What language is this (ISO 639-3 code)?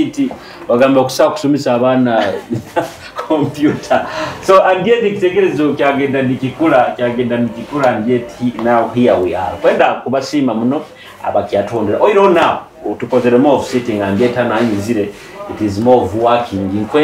nyo